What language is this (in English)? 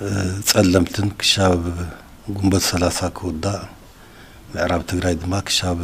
Tigrinya